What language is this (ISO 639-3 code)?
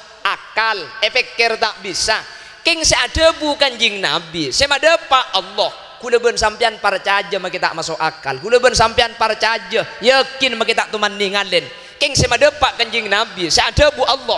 mad